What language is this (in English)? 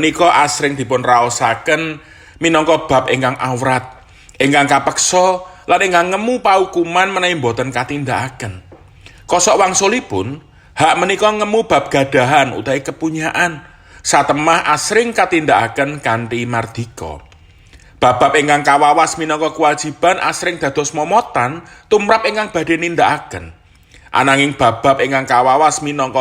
Javanese